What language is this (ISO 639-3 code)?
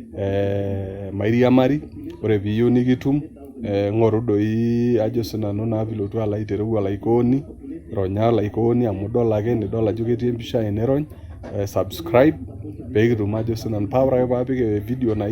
mas